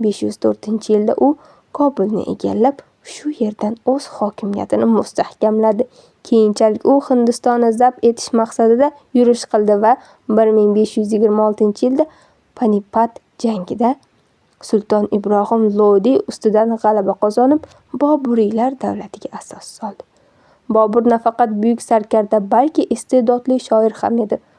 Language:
Uzbek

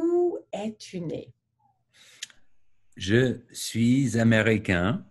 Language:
French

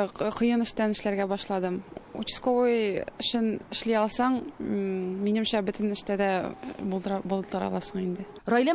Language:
Tatar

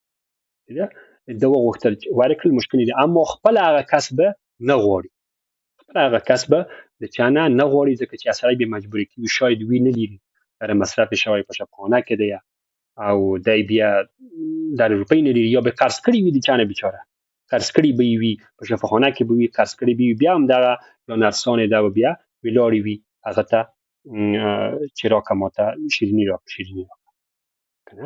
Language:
Pashto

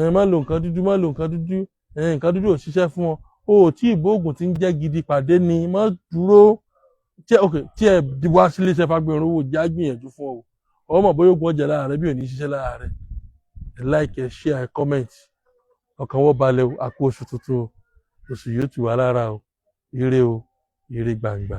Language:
Yoruba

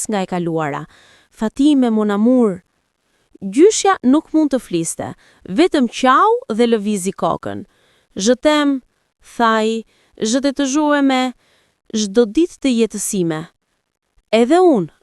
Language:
Albanian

